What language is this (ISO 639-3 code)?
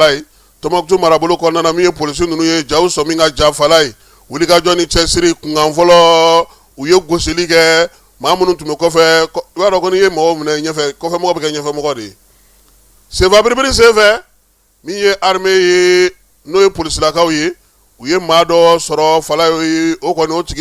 bam